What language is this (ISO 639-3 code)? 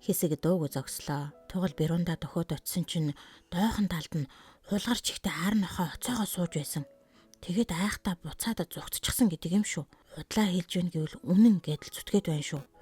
mon